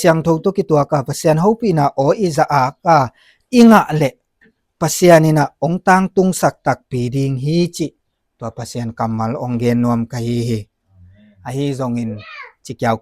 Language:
Tedim Chin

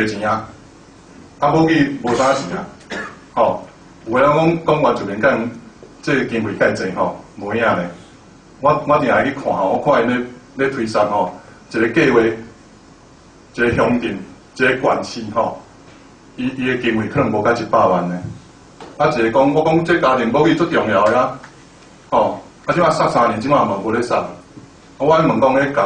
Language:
Min Nan Chinese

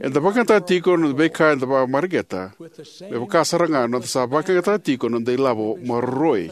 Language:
Fijian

